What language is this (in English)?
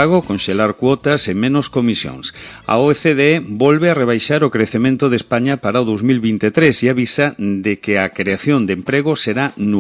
Galician